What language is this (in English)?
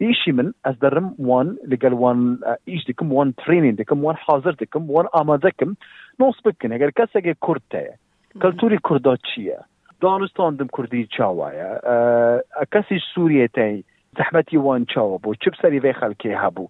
Kurdish